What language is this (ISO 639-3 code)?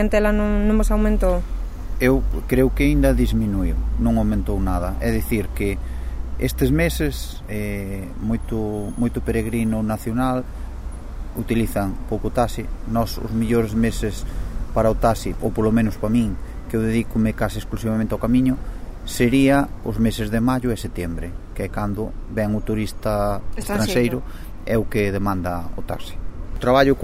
glg